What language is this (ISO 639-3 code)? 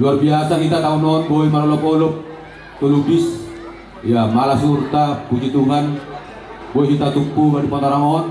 bts